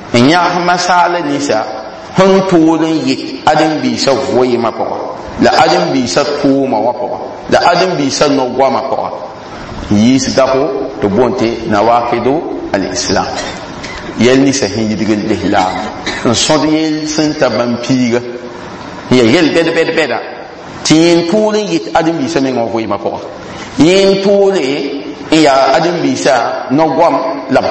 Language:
Mossi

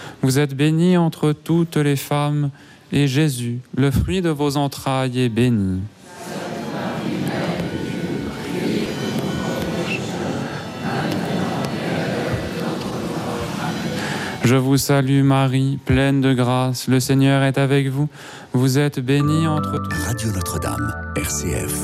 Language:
French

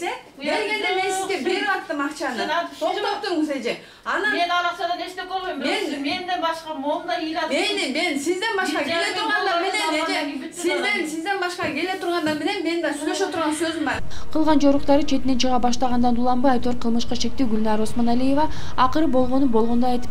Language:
Kyrgyz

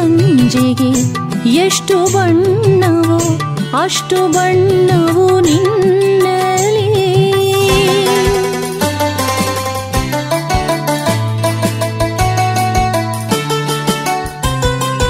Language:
Kannada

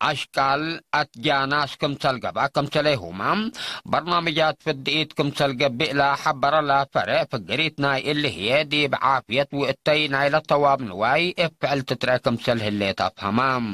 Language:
Tigre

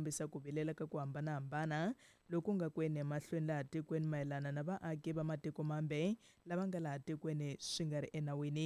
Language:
Tsonga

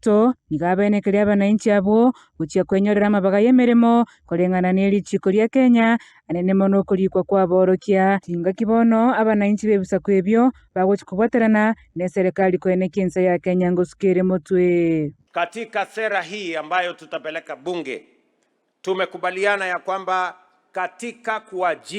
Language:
Gusii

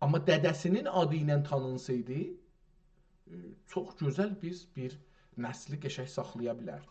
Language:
South Azerbaijani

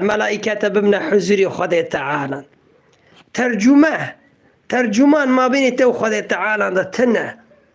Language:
Kurdish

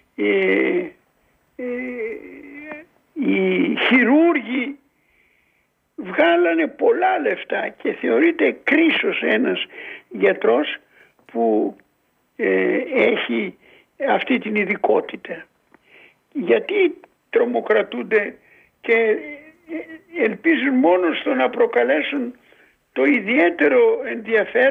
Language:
Greek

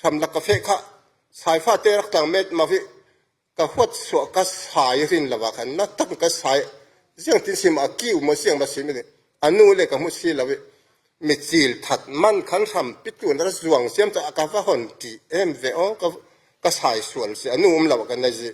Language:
Falam Chin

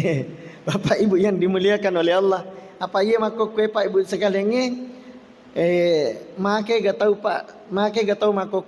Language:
Buginese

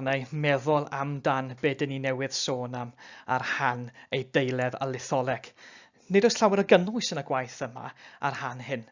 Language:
Welsh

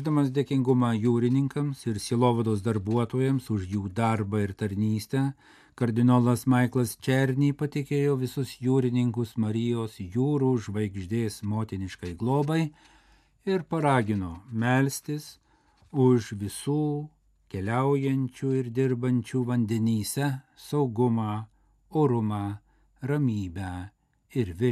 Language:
Lithuanian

